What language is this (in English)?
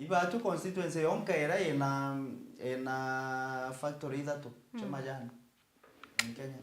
Meru